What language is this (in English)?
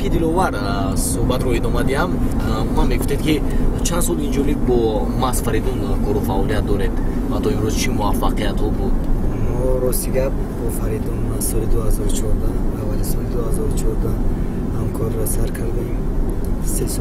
Tajik